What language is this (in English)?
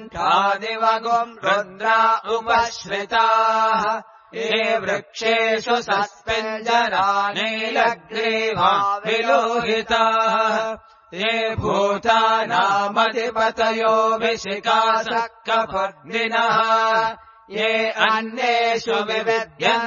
Sanskrit